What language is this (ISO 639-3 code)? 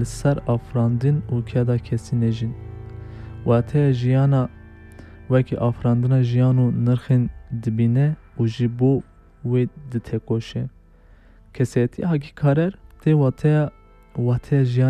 kur